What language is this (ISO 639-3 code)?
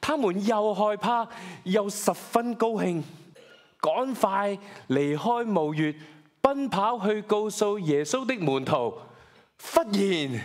yue